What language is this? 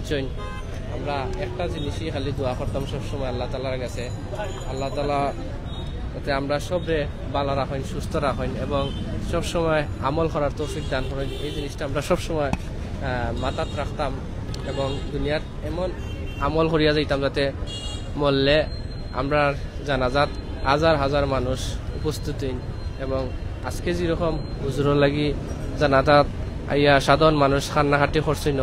Sylheti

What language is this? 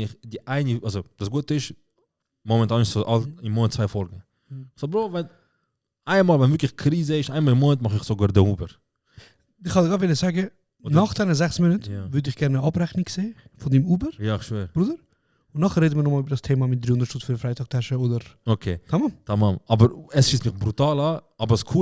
Swiss German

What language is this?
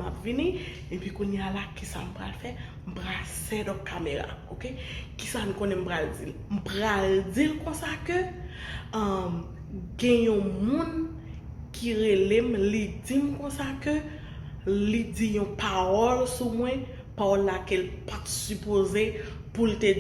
Haitian Creole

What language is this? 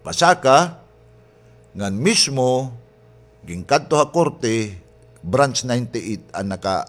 Waray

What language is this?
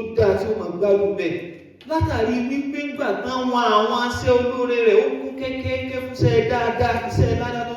Yoruba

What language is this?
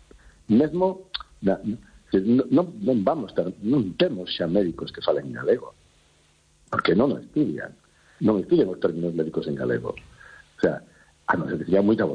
Galician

